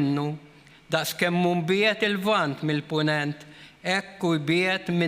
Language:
Maltese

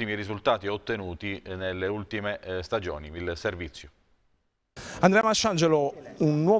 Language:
Italian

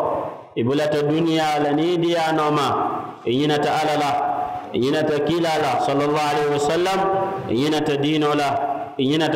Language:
Mandingo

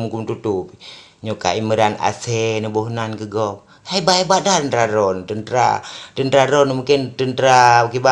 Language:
Achinese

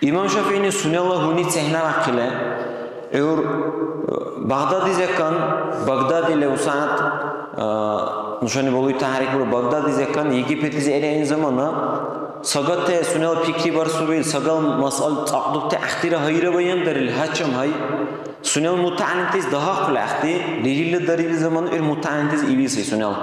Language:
Dargwa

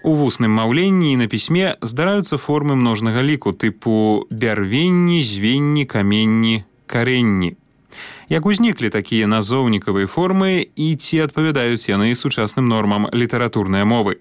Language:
Belarusian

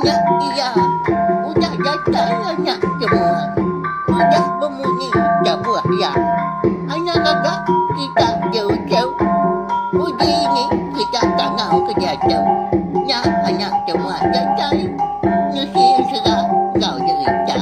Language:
Iban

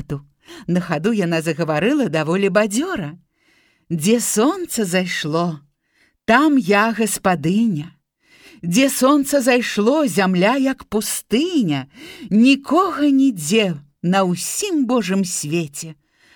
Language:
Belarusian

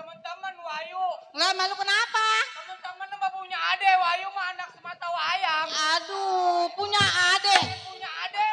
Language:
Betawi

